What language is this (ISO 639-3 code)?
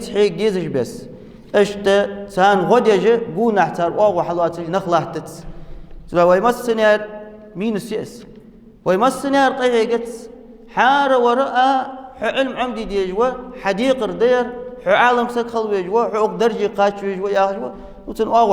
inh